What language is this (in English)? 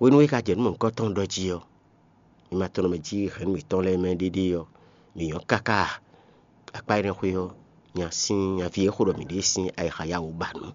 Fon